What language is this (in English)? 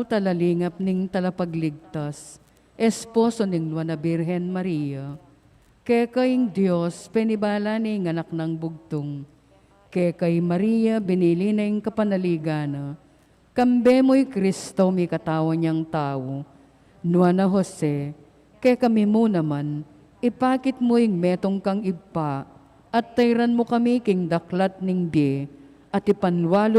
Pampanga